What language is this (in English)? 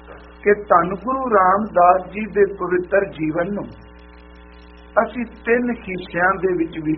Punjabi